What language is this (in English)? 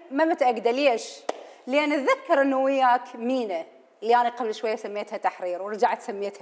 Mesopotamian Arabic